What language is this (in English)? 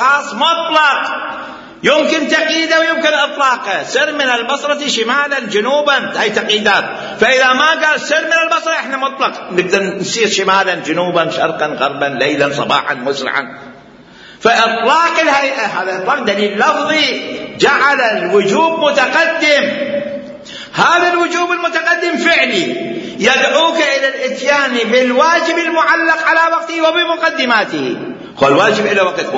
Mesopotamian Arabic